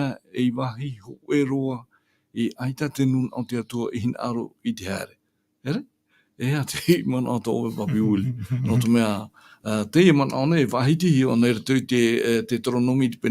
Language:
Tahitian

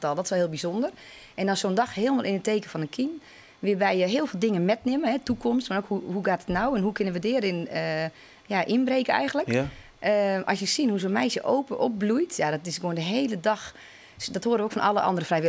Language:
Western Frisian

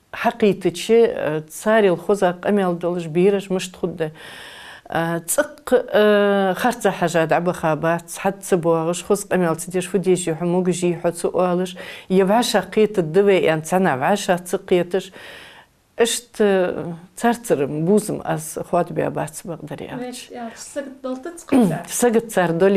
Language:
Ingush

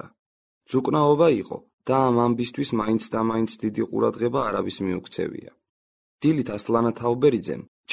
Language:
Georgian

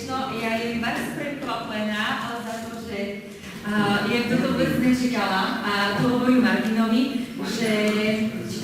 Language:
Rusyn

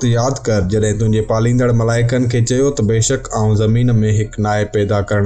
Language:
Sindhi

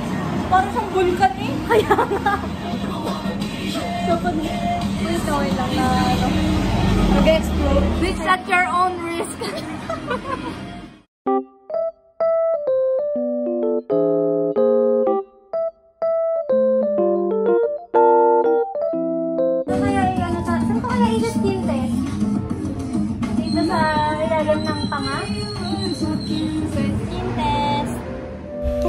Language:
Filipino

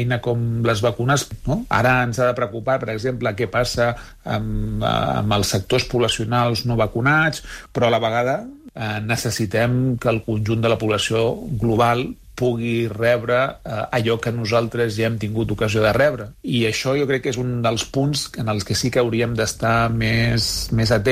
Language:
Catalan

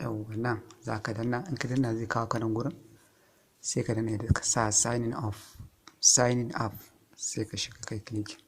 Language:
Hausa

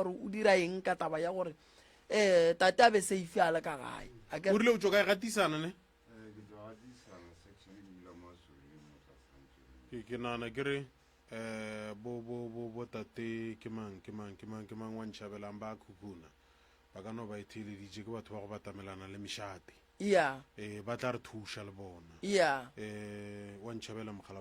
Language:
Northern Sotho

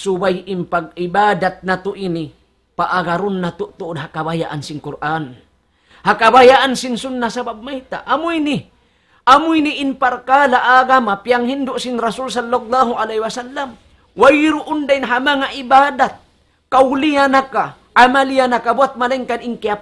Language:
Tausug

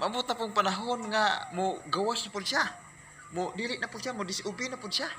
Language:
Cebuano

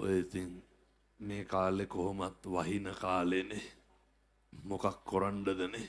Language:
Sinhala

